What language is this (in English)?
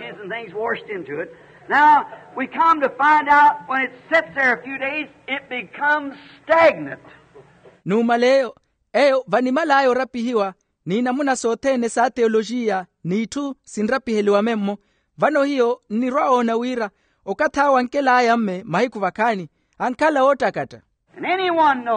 Makhuwa